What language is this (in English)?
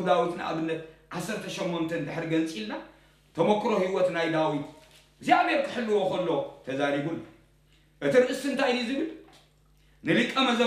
Tigrinya